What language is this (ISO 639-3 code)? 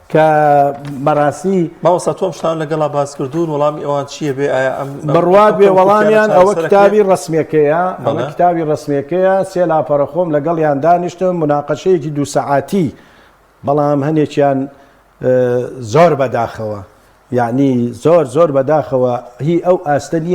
ckb